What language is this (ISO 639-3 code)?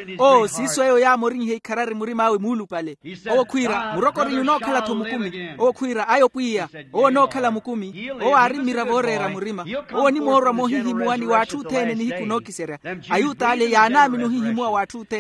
vmw